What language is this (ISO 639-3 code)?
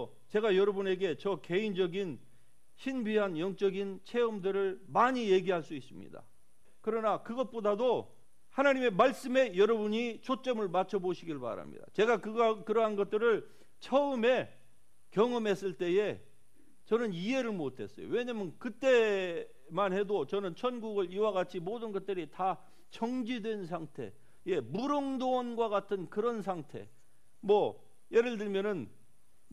kor